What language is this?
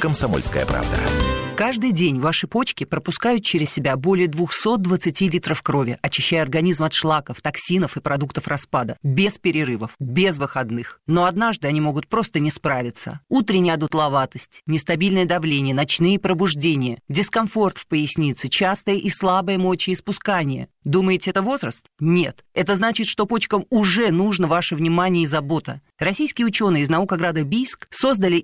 Russian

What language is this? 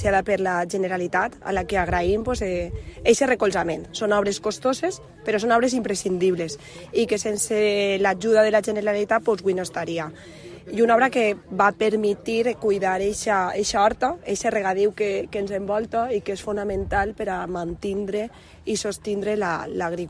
Catalan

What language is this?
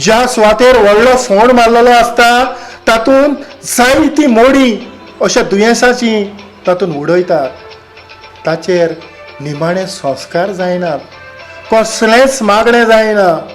Konkani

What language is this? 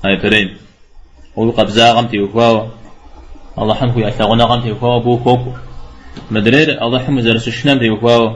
Kabardian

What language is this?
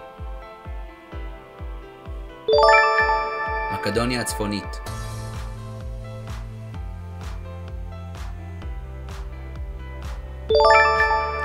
Hebrew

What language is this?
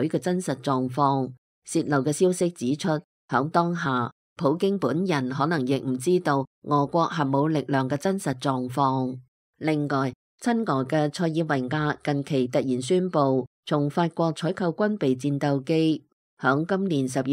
Cantonese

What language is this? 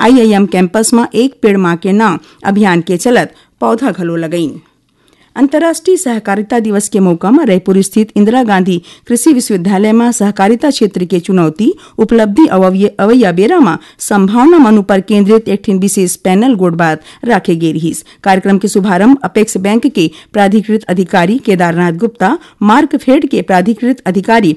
Chhattisgarhi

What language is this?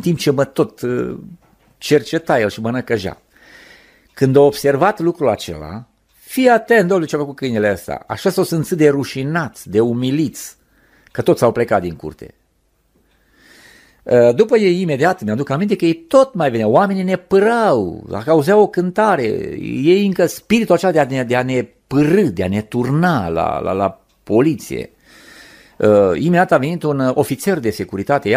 Romanian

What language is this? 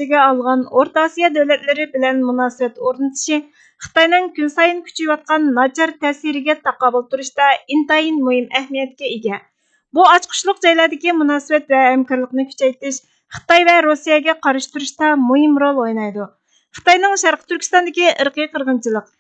Uyghur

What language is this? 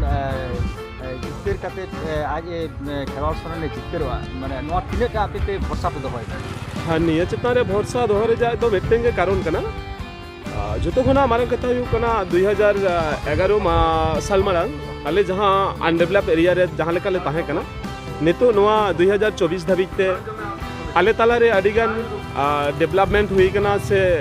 Santali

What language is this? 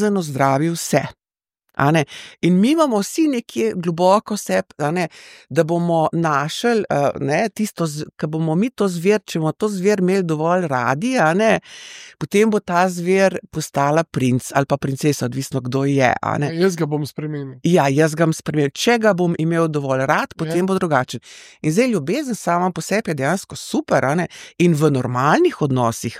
Slovenian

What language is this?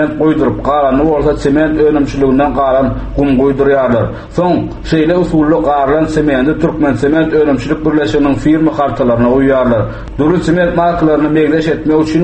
Turkmen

